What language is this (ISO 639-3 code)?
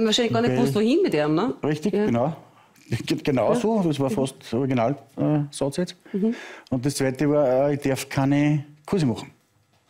deu